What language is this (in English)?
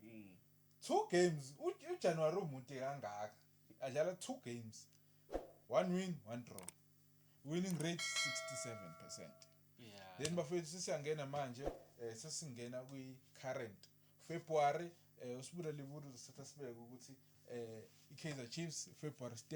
Zulu